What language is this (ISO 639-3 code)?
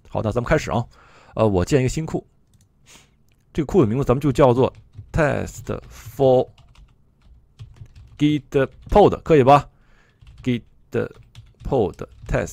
zho